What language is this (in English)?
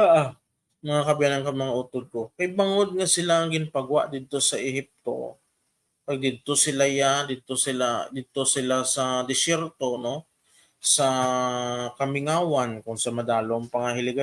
Hiligaynon